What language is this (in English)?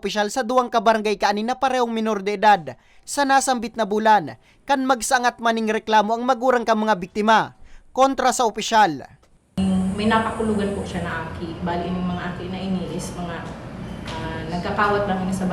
Bikol